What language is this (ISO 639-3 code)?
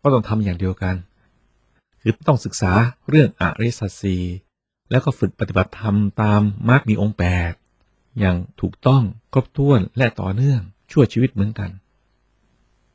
tha